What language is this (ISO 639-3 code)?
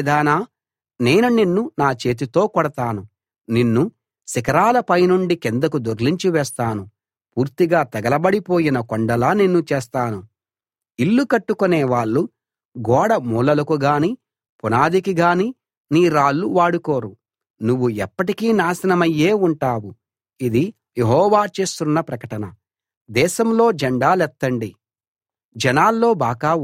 tel